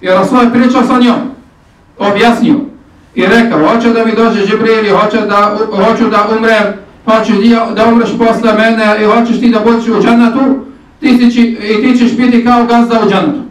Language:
Bosnian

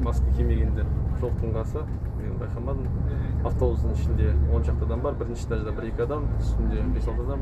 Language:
Kazakh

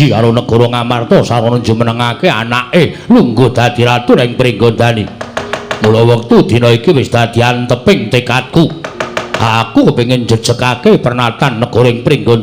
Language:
Javanese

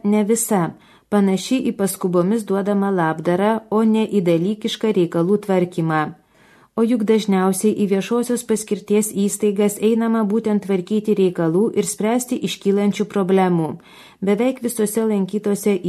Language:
Lithuanian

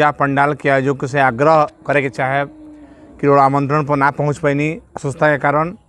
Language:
Bhojpuri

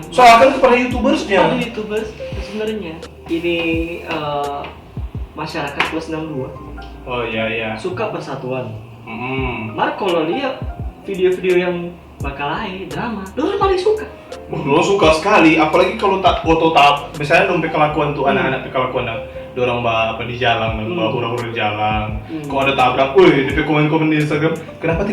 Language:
Manado Malay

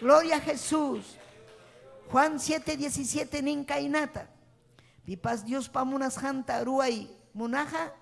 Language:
Ayacucho Quechua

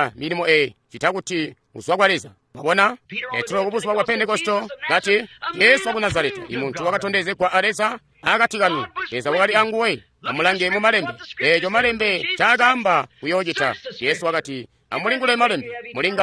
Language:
Tonga (Zambia)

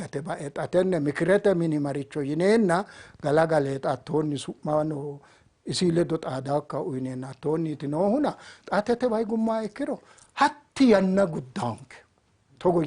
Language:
Sidamo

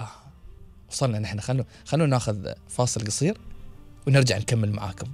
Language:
Gulf Arabic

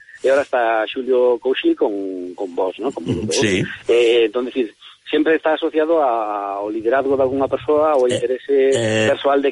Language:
Galician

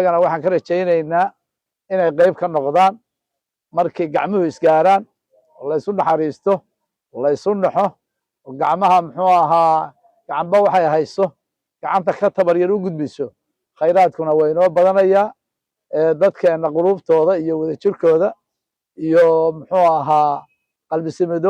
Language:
Somali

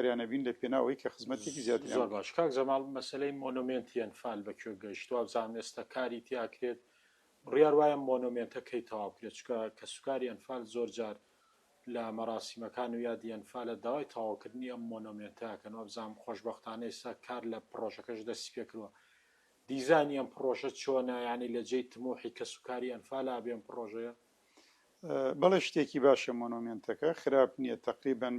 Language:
Central Kurdish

